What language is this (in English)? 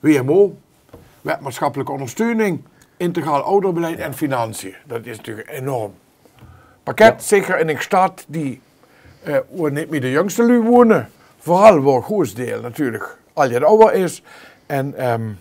Limburgish